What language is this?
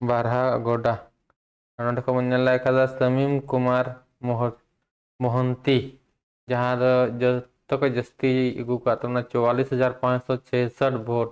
Santali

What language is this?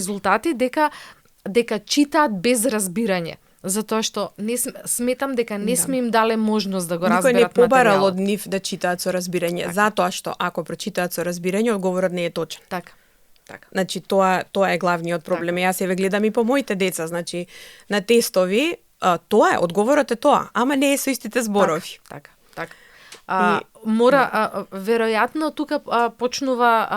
Macedonian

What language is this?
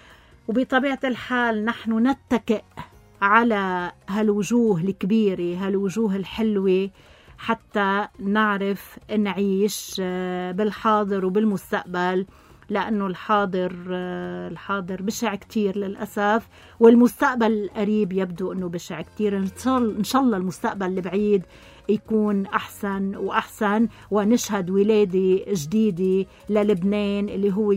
North Levantine Arabic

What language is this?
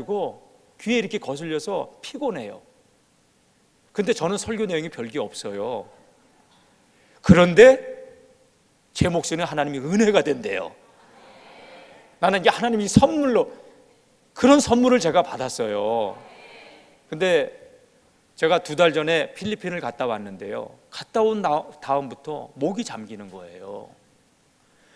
Korean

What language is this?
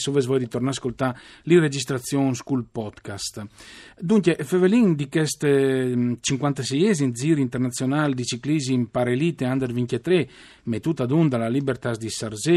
Friulian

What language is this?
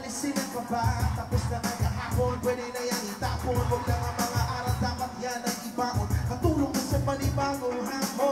Filipino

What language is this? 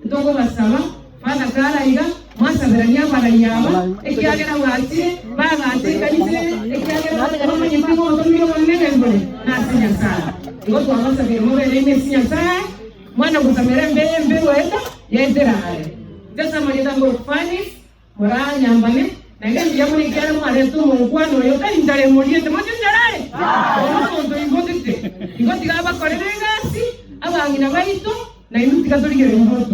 Gusii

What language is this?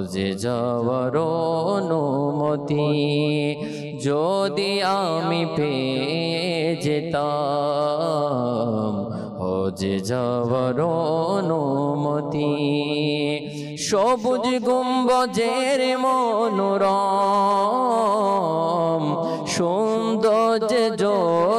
Bangla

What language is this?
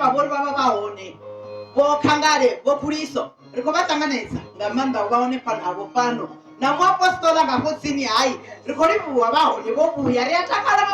Venda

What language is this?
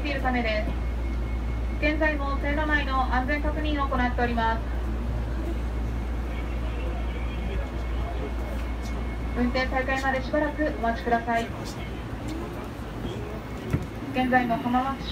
Japanese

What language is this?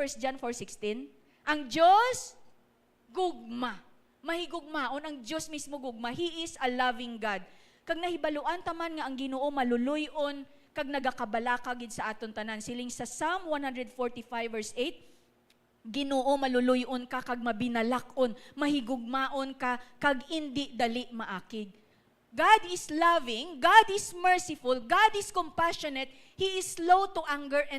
Hiligaynon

